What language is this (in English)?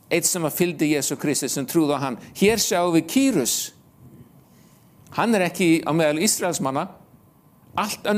Icelandic